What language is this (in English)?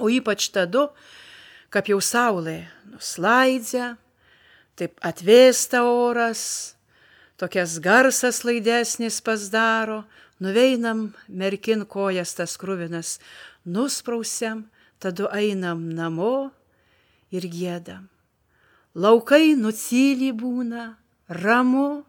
Lithuanian